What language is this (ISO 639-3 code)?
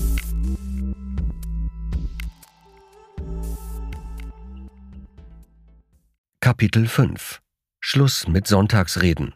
deu